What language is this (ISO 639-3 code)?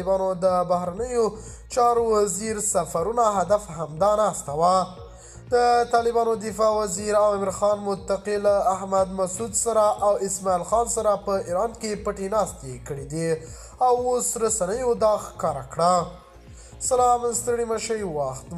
pus